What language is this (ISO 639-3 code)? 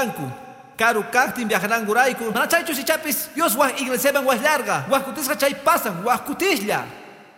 que